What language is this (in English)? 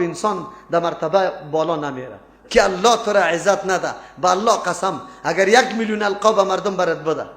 Persian